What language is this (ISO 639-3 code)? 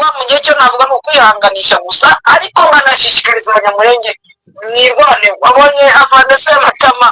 kin